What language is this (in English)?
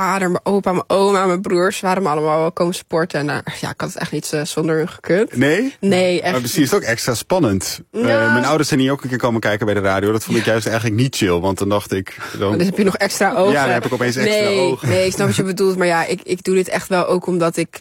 Dutch